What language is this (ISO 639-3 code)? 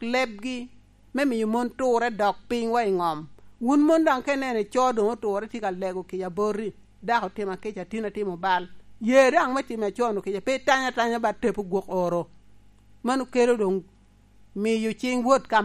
laj